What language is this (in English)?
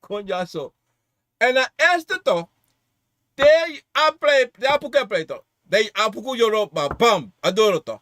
Sranan Tongo